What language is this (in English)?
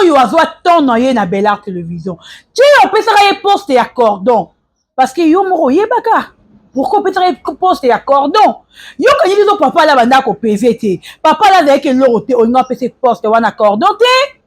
Lingala